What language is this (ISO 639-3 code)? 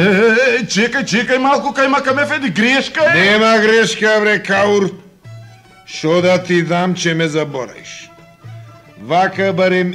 mkd